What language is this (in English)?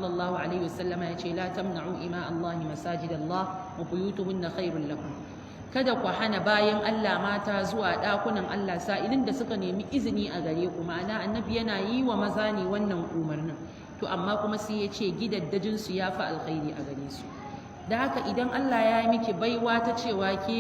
Hausa